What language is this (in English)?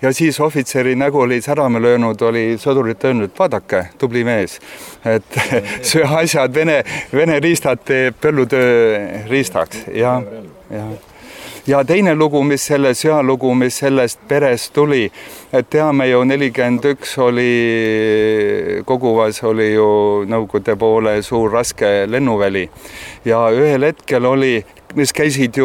Estonian